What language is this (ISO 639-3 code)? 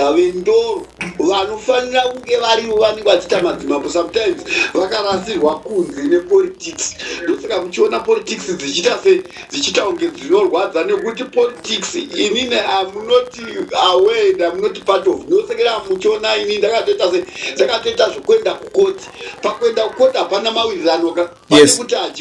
sna